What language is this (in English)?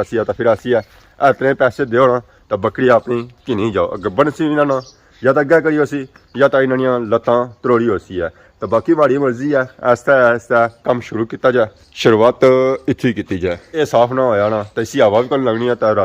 Pahari-Potwari